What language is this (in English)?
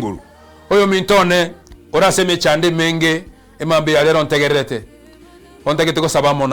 Gusii